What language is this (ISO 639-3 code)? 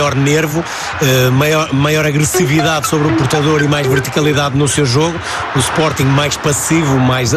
por